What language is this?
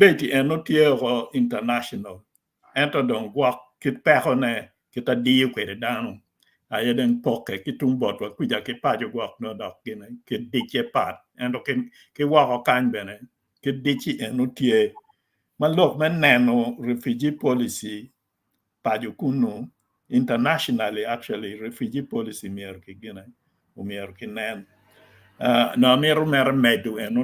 Acoli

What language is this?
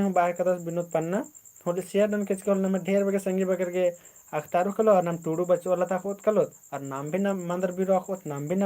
Kurukh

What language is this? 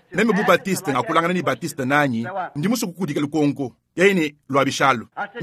Luba-Lulua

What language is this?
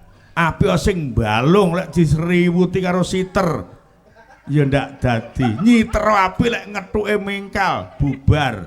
Javanese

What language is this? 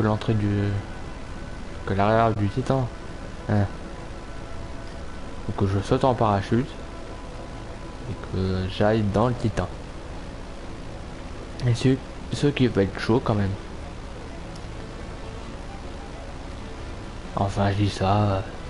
French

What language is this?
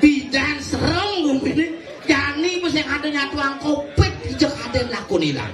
Balinese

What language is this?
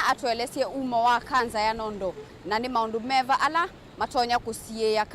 Kamba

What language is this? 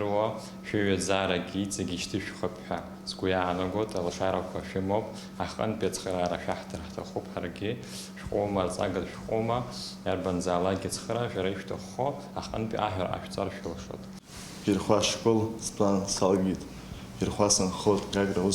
Abkhazian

